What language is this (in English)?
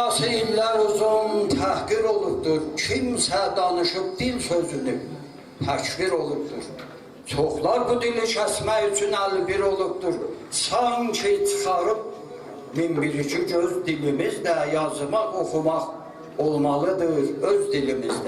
South Azerbaijani